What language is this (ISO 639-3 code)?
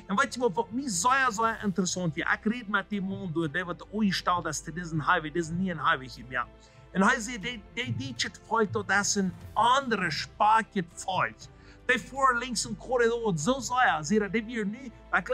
pdt